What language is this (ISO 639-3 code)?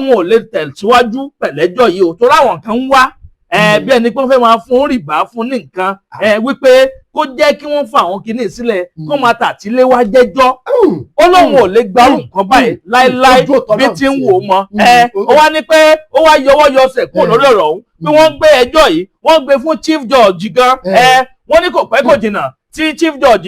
yor